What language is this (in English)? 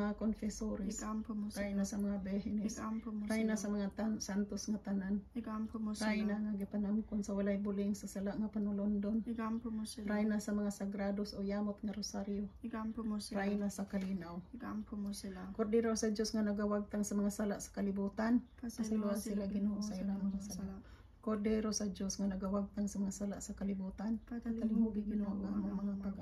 Cebuano